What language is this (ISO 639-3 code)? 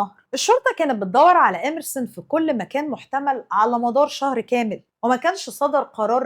arz